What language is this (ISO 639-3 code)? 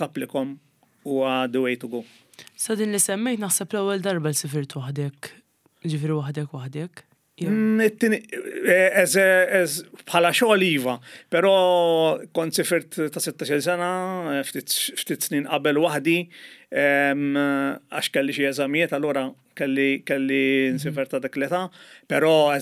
mlt